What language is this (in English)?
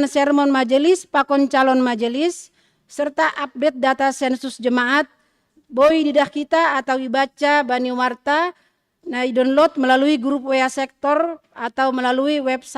Batak Simalungun